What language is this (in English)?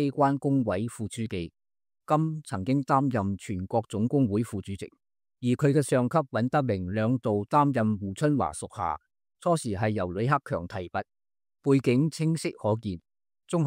Cantonese